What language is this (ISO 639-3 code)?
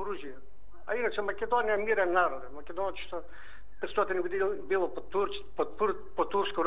mkd